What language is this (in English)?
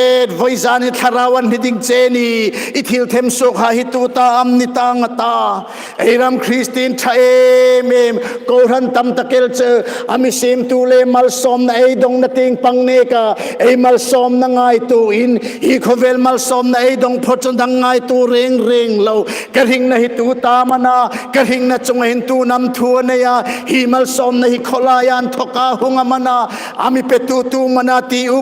Hmar